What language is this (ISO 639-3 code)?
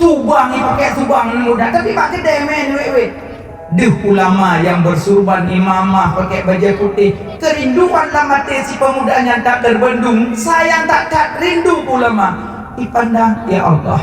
ace